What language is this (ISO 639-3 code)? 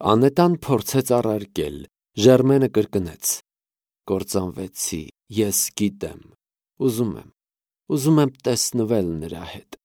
hye